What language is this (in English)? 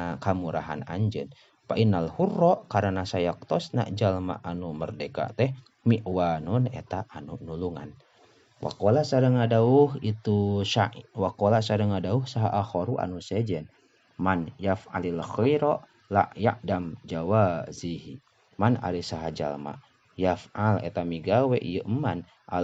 Sundanese